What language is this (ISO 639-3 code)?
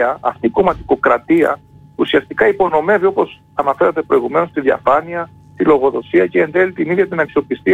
ell